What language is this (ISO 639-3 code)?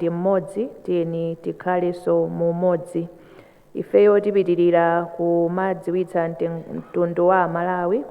nya